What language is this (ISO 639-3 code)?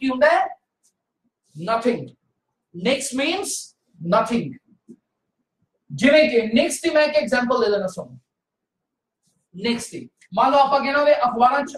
pan